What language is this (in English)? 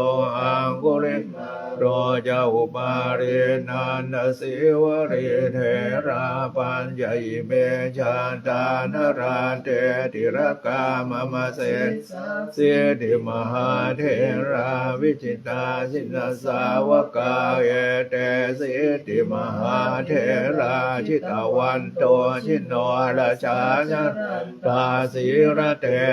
Pali